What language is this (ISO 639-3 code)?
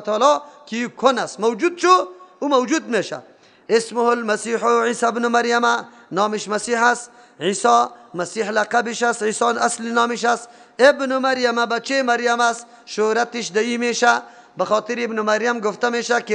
fas